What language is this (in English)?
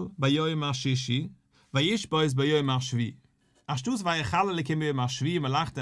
Yiddish